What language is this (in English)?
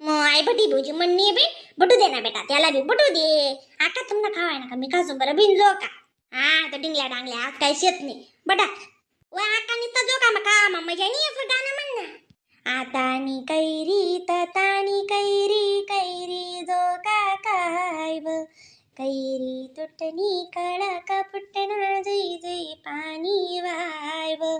Khandesi